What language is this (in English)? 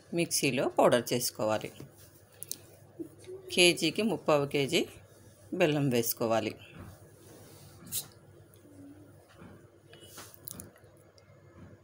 Telugu